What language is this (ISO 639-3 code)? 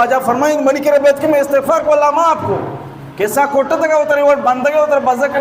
bal